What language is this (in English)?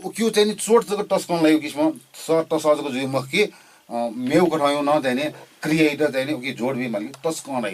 Newari